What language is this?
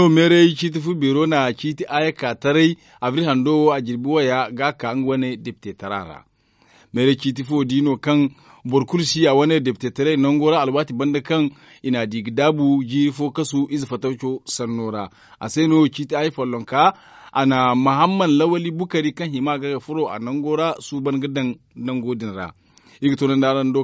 Zarma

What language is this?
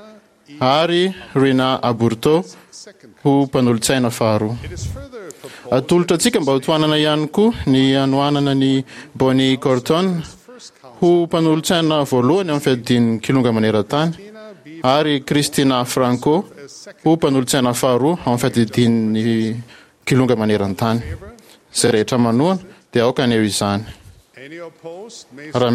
Malagasy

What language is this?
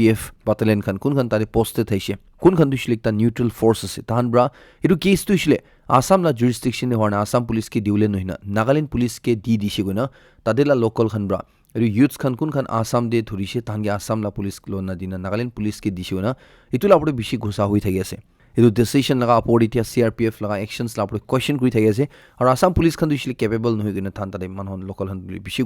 Naga Pidgin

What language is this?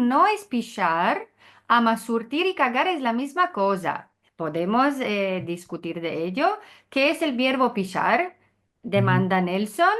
Ladino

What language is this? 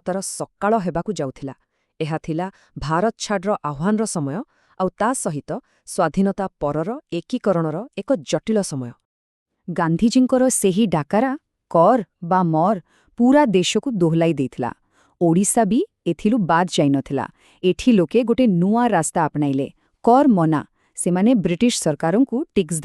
Odia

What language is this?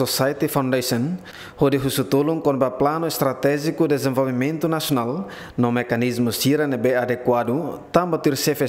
Tetum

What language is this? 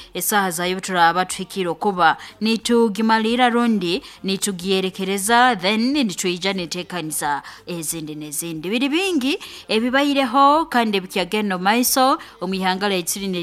Nyankole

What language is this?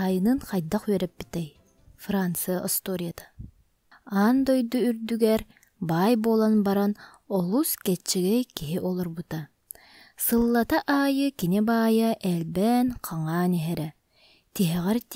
Yakut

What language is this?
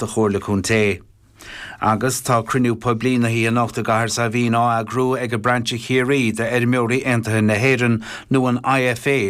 Irish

